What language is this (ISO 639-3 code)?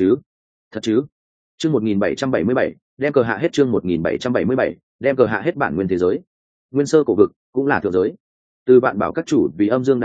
vie